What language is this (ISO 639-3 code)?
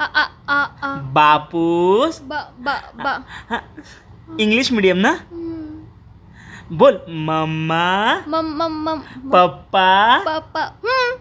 kok